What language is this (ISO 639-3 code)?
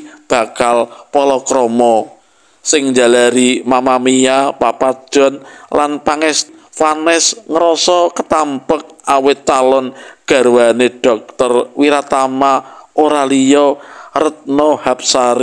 jav